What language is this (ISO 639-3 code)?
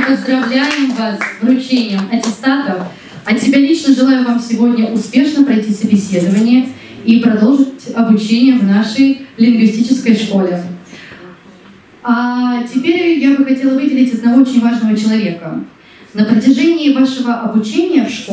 rus